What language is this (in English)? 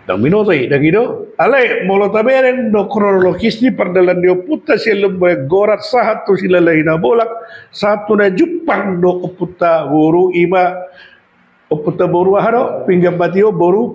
Batak Toba